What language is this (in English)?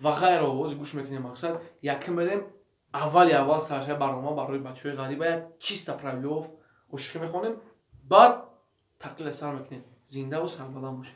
Tajik